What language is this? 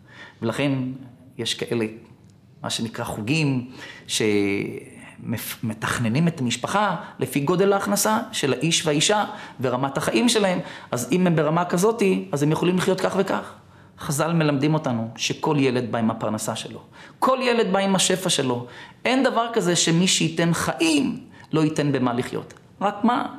Hebrew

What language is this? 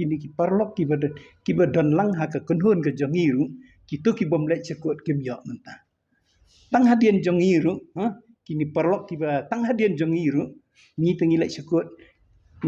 Khasi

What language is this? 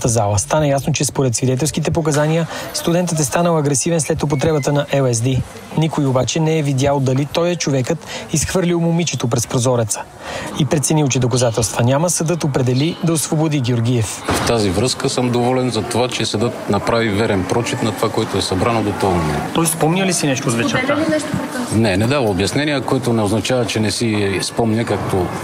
Bulgarian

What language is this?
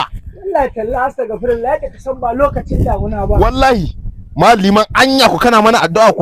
Hausa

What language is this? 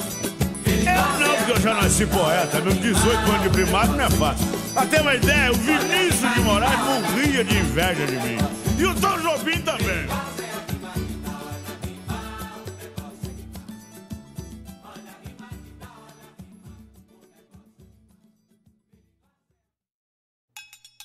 Portuguese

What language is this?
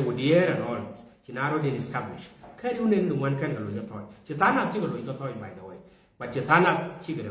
Nuer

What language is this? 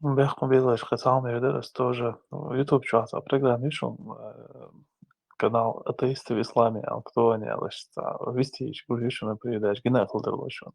Chechen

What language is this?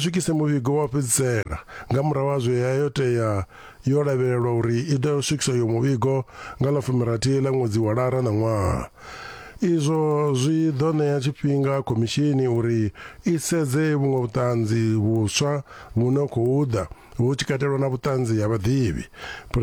Venda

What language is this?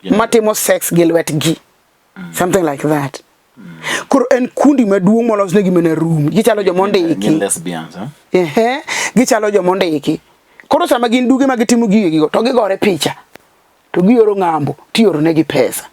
Luo (Kenya and Tanzania)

